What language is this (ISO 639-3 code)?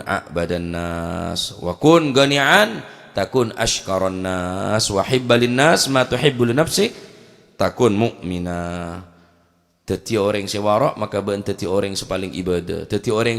mad